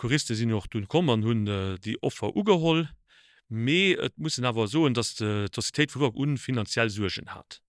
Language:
Luxembourgish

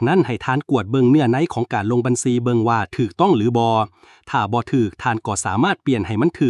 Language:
Lao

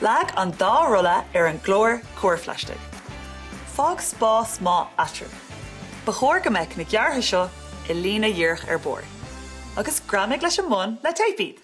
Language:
Irish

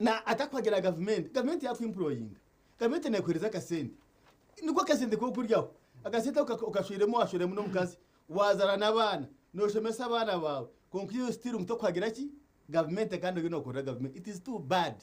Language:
Nyankole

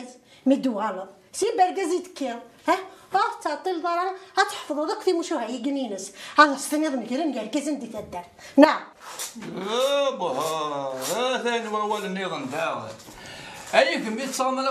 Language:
Kabyle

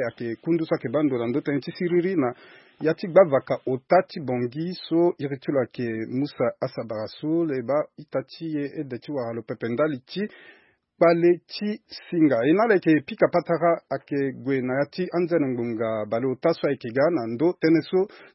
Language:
Sango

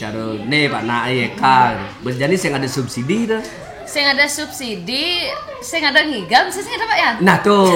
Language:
Balinese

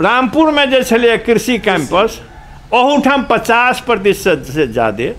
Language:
Maithili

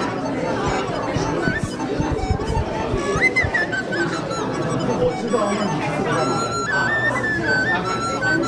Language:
Chinese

